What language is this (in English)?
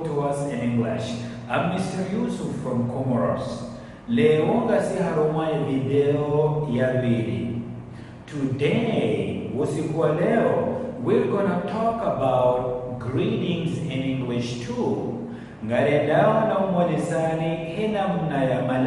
Ngazidja Comorian